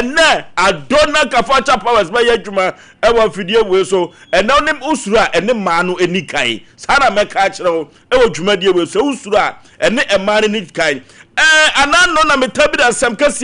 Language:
Akan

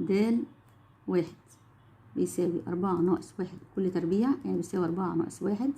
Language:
Egyptian Arabic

